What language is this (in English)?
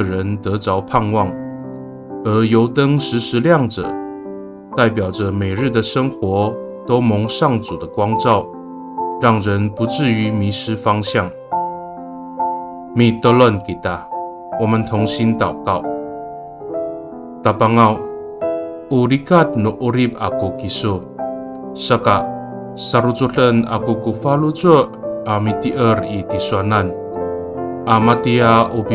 Amis